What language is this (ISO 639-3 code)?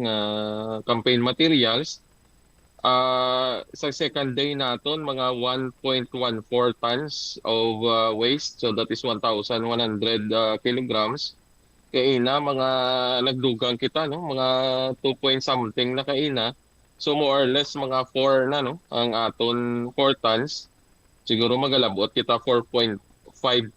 hil